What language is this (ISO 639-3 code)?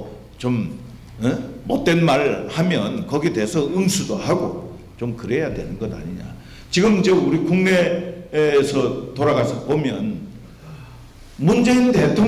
kor